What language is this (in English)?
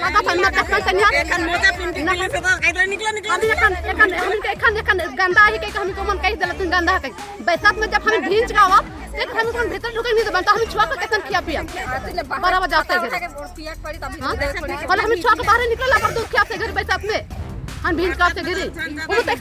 Sadri